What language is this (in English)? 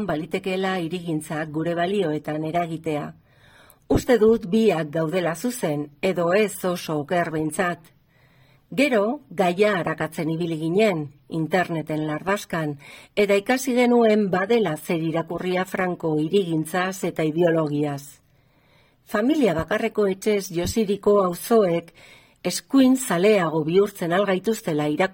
Basque